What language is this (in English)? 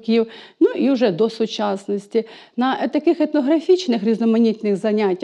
Ukrainian